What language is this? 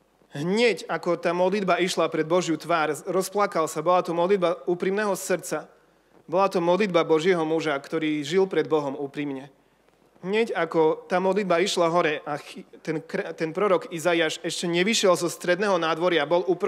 Slovak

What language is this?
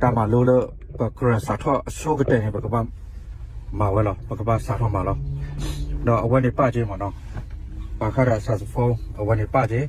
S'gaw Karen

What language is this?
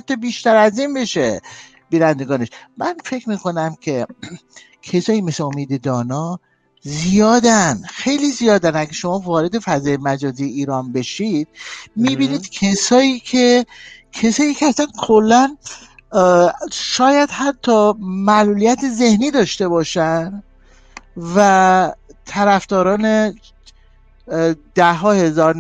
Persian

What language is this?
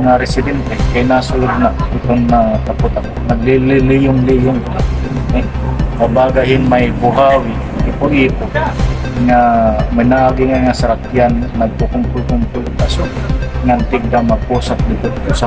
Waray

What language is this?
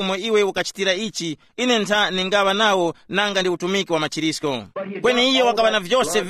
Tumbuka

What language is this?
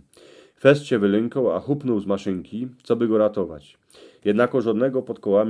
Silesian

